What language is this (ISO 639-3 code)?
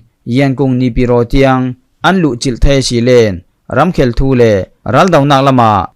cfm